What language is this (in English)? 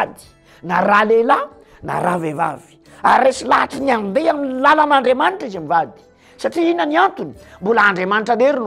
Malagasy